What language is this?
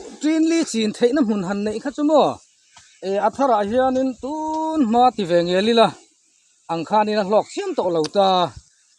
Mizo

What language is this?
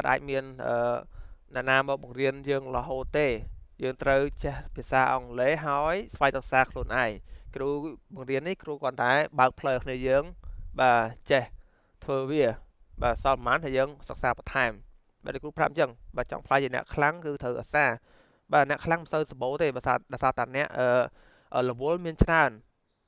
Khmer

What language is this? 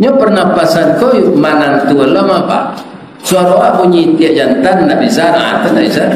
Minangkabau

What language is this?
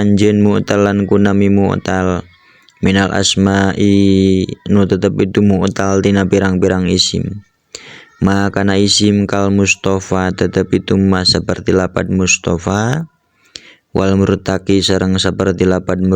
Sundanese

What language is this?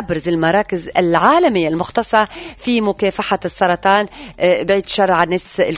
Tunisian Arabic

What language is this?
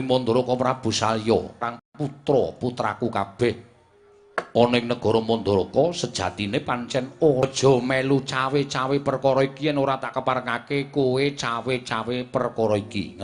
Javanese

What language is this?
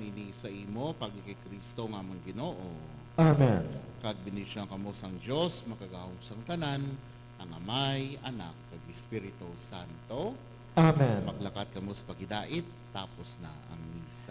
Hiligaynon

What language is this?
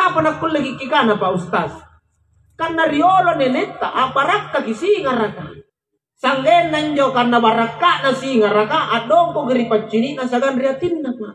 Makasar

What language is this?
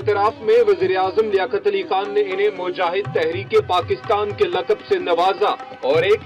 Urdu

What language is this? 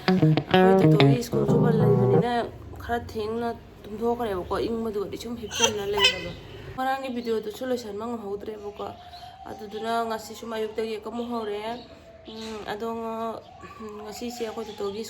Manipuri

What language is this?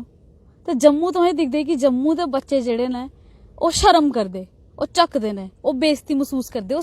Dogri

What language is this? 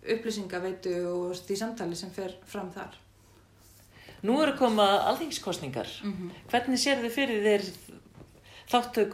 Icelandic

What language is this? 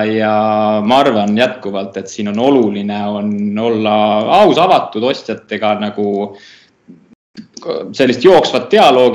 Estonian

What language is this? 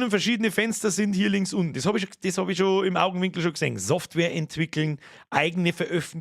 Bavarian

